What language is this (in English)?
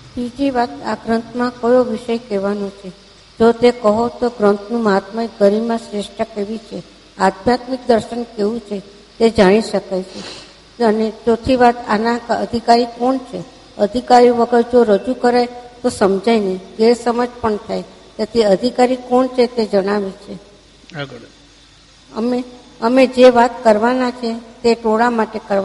Gujarati